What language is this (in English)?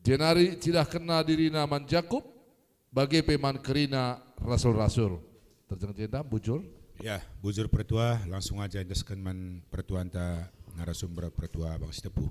Batak Karo